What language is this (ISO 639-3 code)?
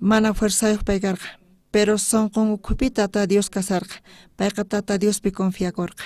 quh